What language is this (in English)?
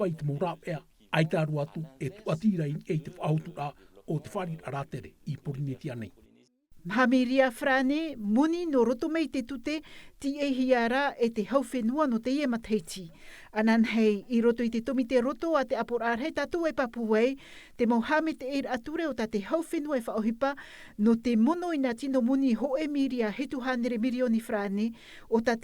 Tahitian